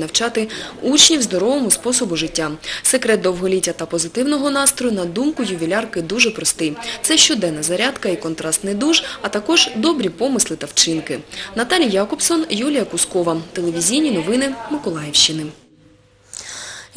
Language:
Ukrainian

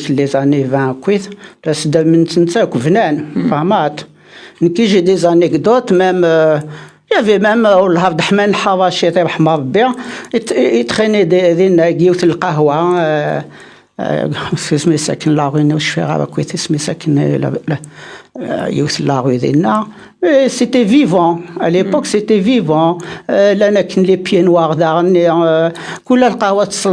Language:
Kabyle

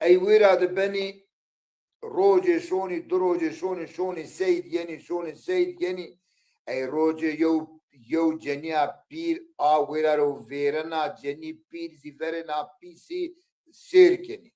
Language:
Zaza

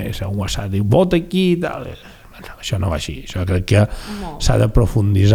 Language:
Catalan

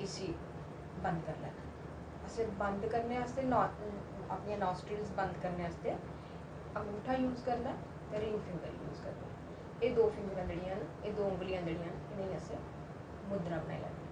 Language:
Dogri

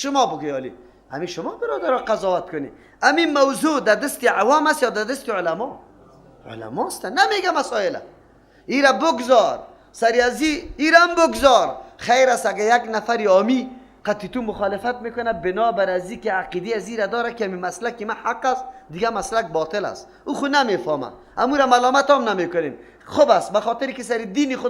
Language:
Persian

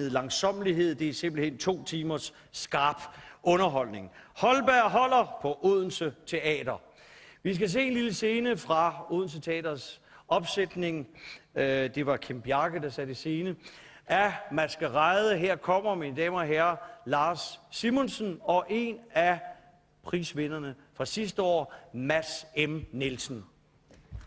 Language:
Danish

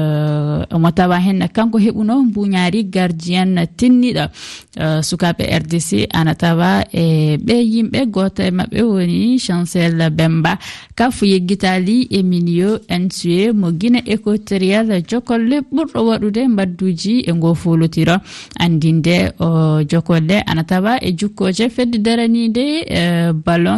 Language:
Fula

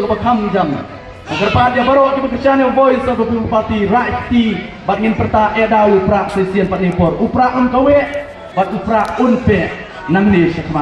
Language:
Khasi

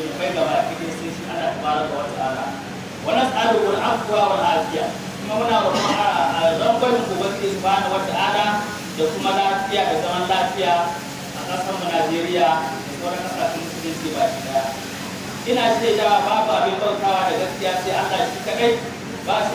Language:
Hausa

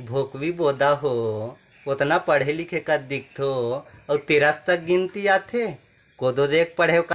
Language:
Chhattisgarhi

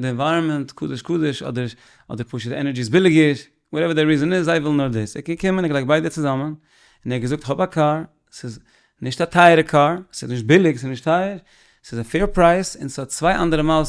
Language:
Yiddish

